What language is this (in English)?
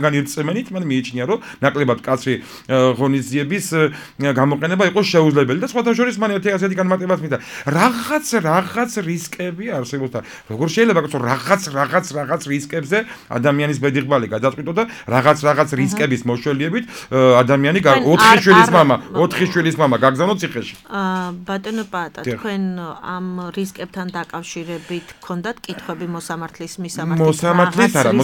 Georgian